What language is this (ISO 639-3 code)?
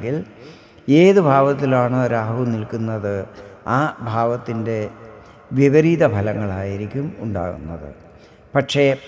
mal